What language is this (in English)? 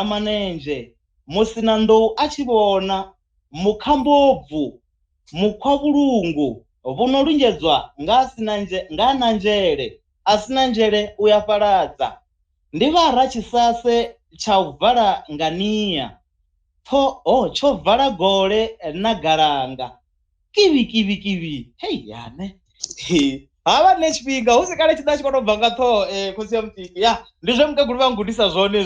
Venda